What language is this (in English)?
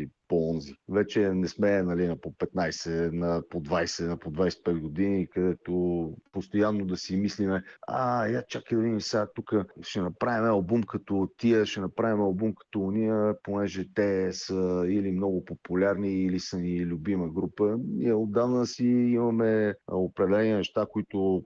Bulgarian